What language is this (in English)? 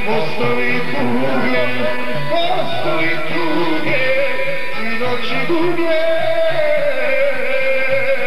Croatian